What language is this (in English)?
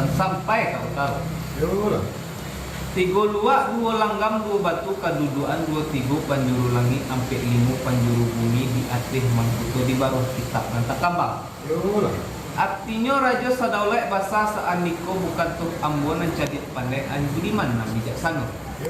Minangkabau